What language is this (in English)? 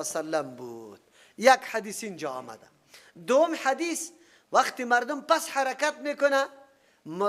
Persian